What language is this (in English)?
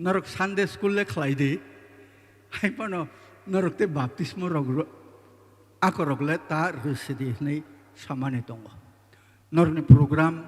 Kok Borok